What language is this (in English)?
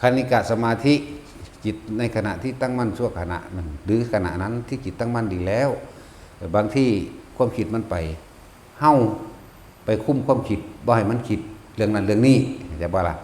Northeastern Thai